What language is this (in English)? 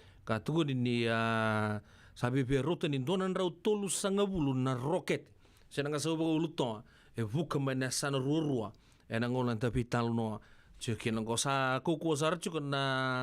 Fijian